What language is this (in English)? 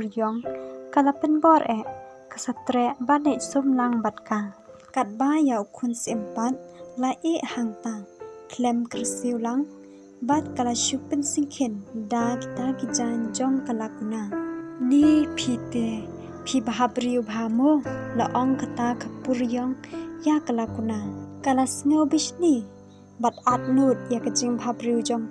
Khasi